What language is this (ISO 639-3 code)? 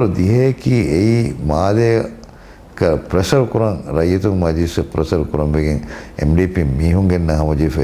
div